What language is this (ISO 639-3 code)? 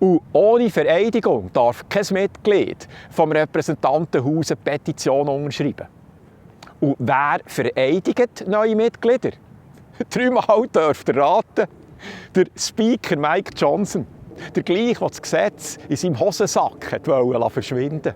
gsw